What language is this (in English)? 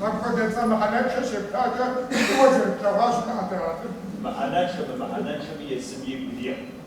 Kabardian